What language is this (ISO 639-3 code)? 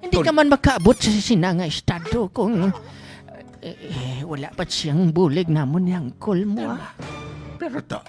hil